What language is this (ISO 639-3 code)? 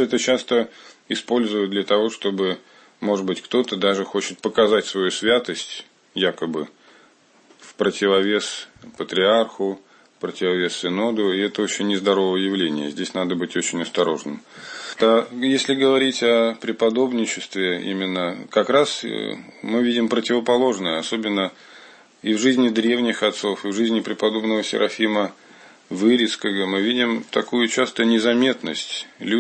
rus